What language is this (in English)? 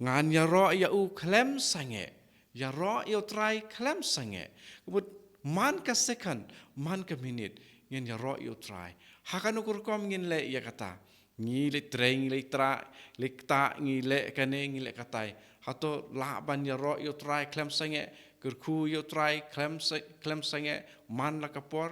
Khasi